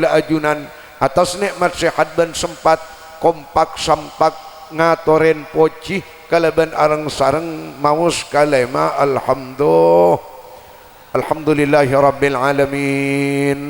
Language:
Madurese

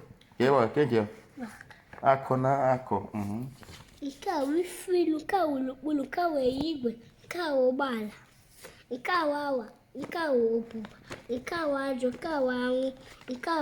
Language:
Igbo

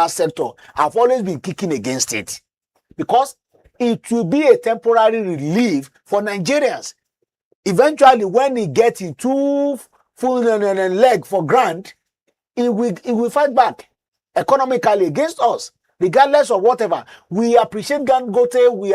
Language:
Nigerian Pidgin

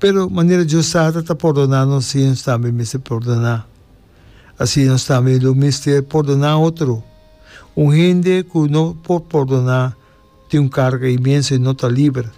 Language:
Papiamento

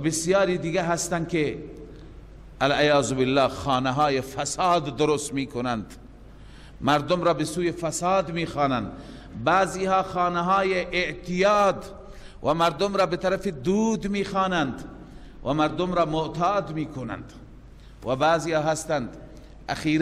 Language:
Persian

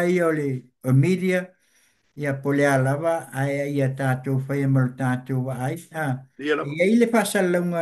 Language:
Samoan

